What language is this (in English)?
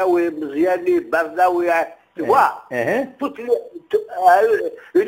Kabyle